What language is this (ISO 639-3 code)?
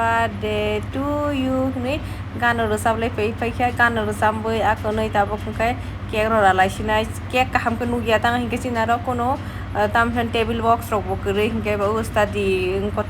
trp